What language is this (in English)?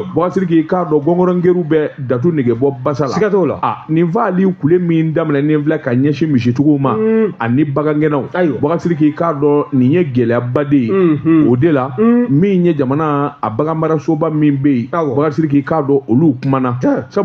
Bambara